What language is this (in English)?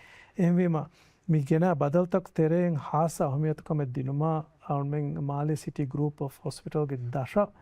Divehi